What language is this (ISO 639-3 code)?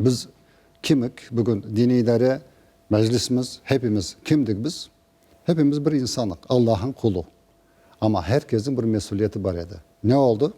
crh